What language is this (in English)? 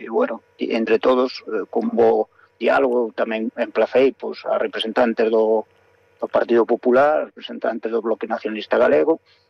Galician